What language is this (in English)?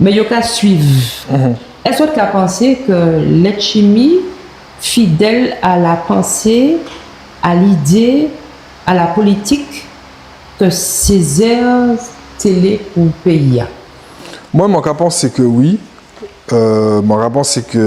Guadeloupean Creole French